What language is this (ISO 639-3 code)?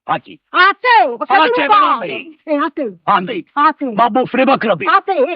nap